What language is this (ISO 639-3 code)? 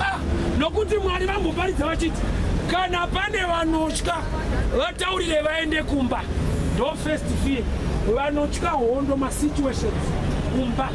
sna